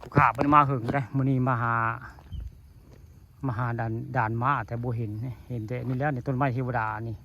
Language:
Northeastern Thai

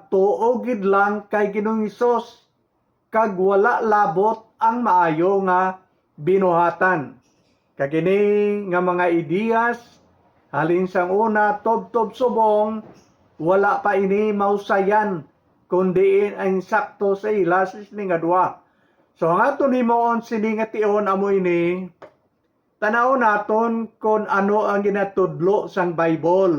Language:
Hiligaynon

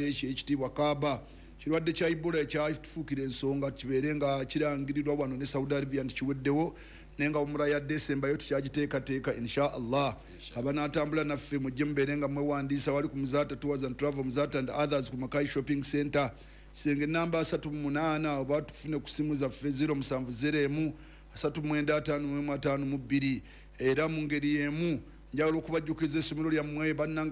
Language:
Ganda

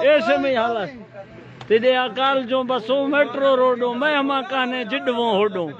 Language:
Eastern Balochi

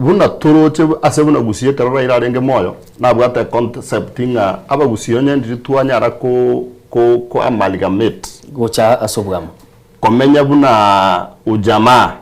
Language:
Gusii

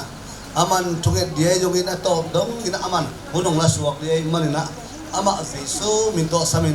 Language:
Tedim Chin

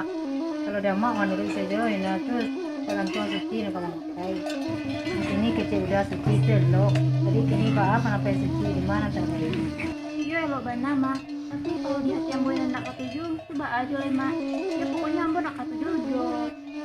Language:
Minangkabau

